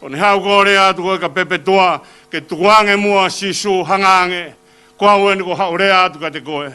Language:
Tongan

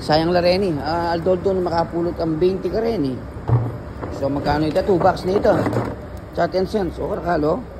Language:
Pampanga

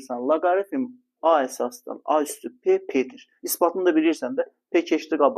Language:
Azerbaijani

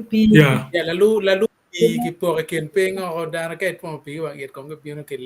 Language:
Acoli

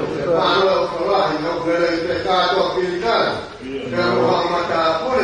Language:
Tongan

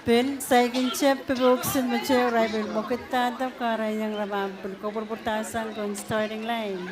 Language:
Pohnpeian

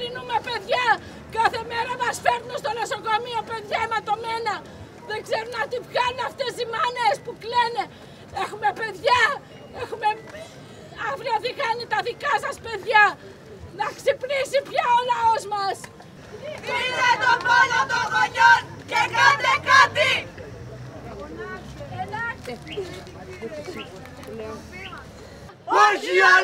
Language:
Greek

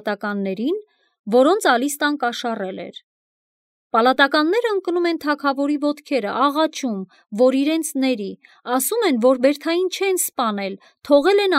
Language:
Armenian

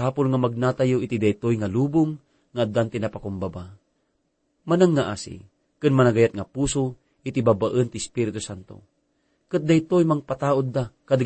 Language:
Iloko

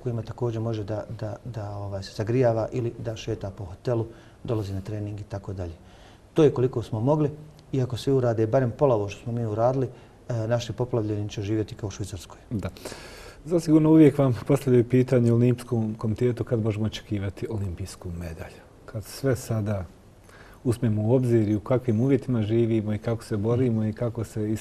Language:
Bosnian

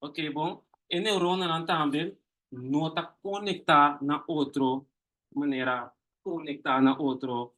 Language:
Papiamento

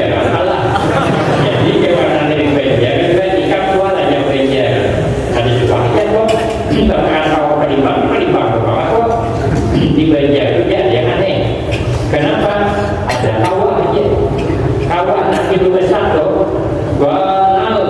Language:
Banjar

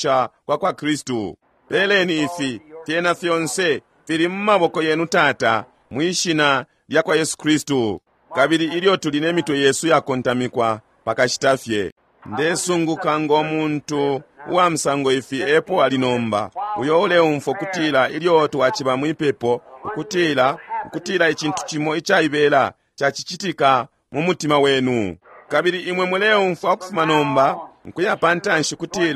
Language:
Bemba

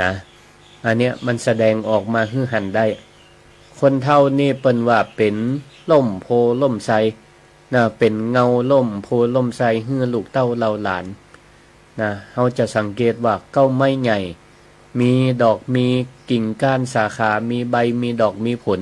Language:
Northern Thai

